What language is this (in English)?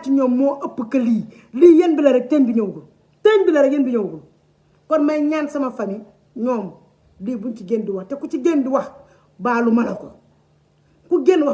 Wolof